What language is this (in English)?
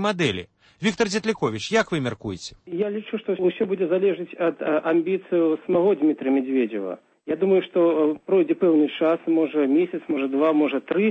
Belarusian